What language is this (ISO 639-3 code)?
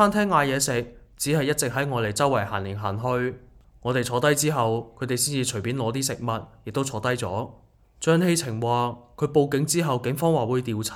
yue